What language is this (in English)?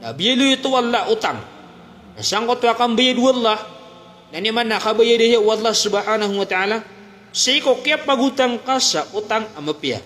Maranao